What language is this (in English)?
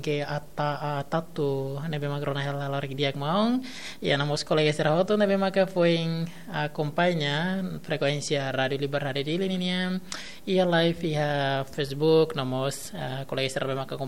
Tetum